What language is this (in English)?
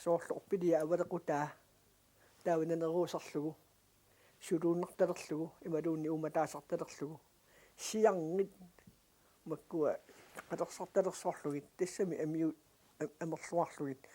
Kalaallisut